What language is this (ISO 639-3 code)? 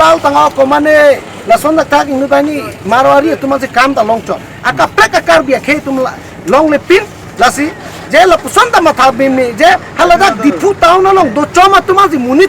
mjw